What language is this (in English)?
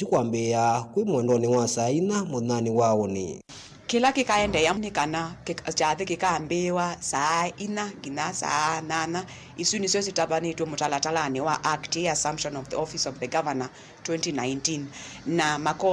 Kamba